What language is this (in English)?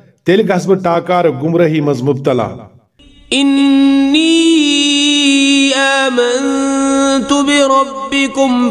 Kashmiri